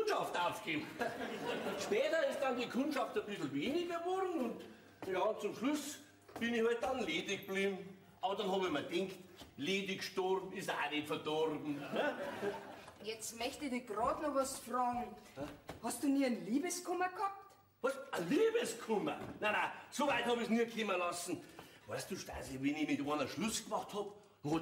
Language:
Bavarian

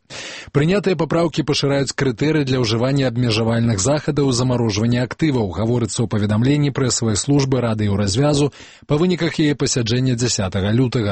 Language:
Belarusian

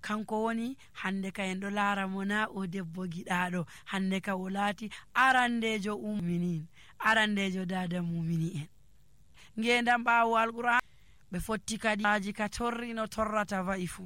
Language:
Nigerian Fulfulde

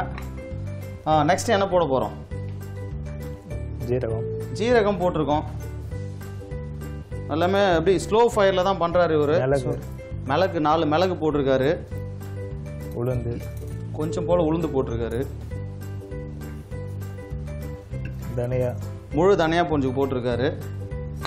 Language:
Tamil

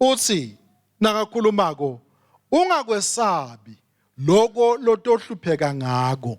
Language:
Swati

